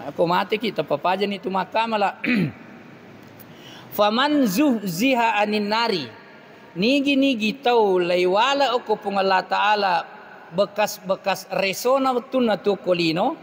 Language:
Buginese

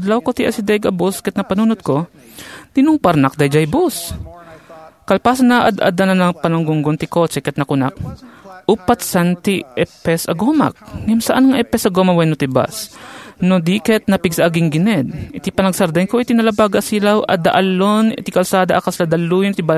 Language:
Iloko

